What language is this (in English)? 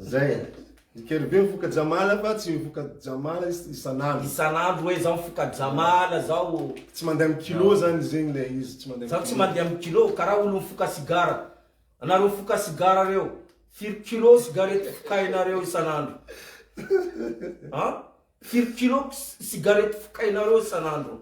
Malagasy